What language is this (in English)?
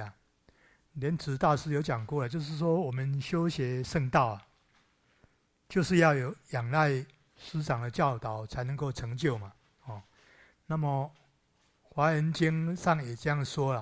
Chinese